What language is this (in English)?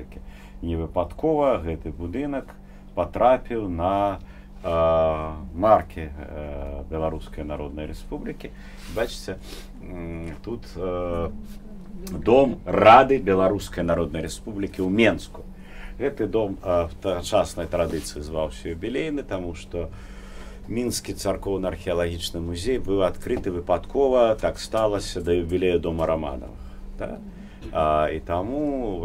Belarusian